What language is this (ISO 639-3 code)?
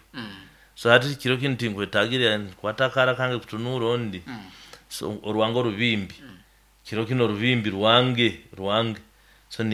nyo